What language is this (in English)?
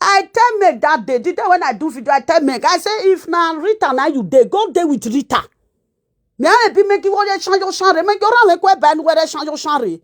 Nigerian Pidgin